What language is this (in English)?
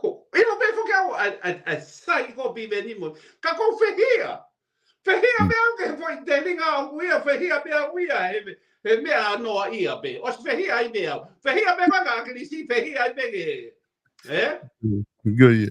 Tongan